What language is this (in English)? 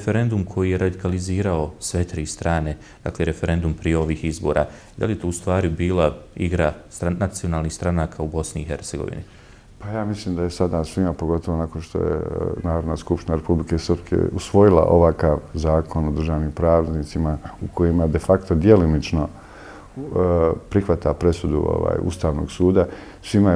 Bosnian